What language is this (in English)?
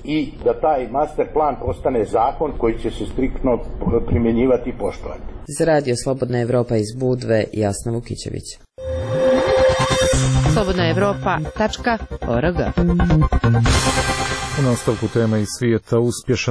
Serbian